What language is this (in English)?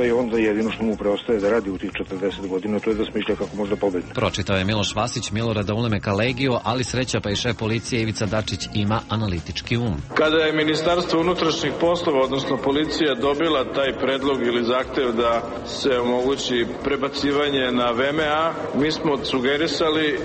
Serbian